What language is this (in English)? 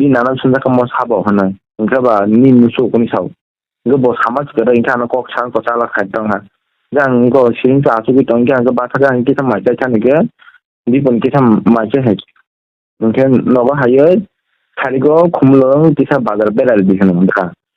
Kok Borok